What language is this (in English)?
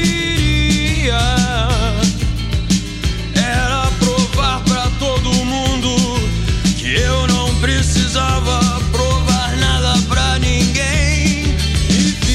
Portuguese